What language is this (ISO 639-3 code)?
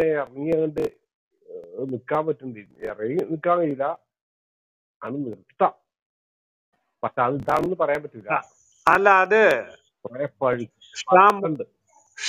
mal